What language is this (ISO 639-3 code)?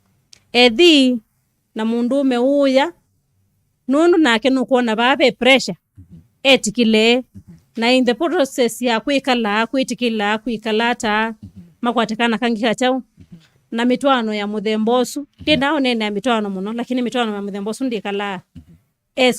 kam